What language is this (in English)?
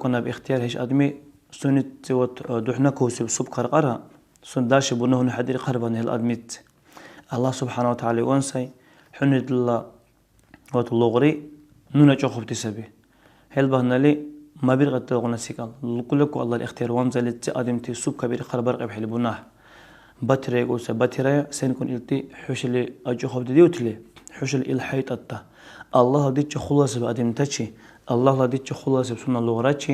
Dargwa